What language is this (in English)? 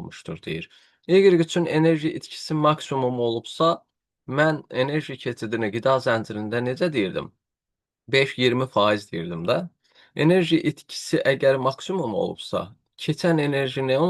Azerbaijani